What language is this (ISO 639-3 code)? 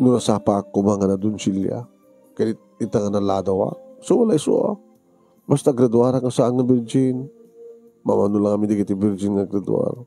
ilo